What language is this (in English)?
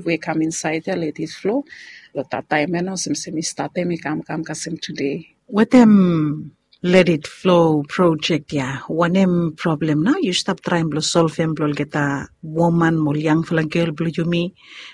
Bislama